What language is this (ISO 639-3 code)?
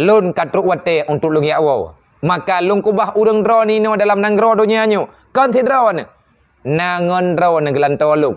ace